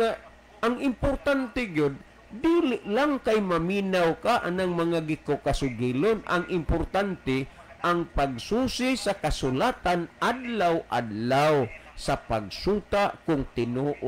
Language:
Cebuano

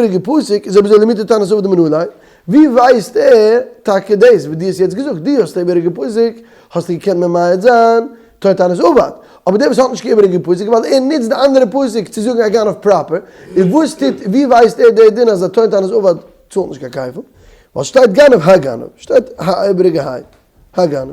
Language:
Yiddish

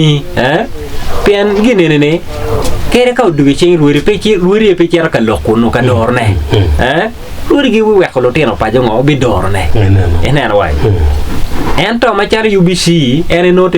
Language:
Acoli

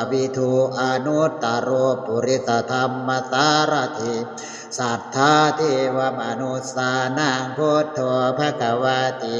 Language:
Pali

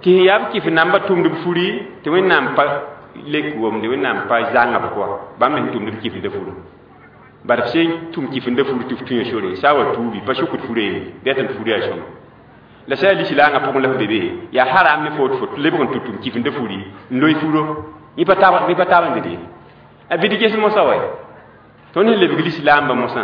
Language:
Mossi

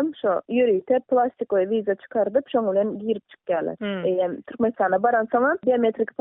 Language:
Turkmen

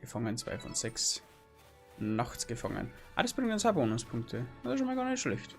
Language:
Bavarian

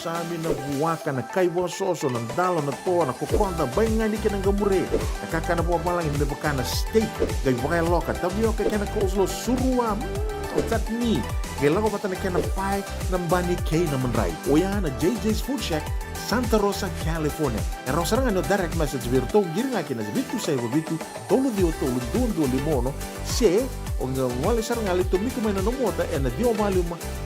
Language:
Fijian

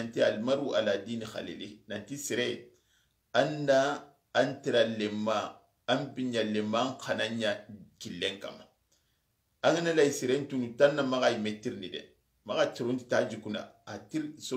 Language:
Soninke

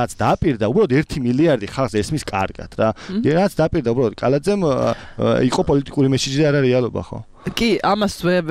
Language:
Georgian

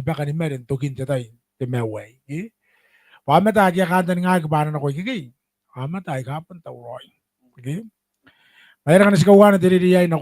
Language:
Gilbertese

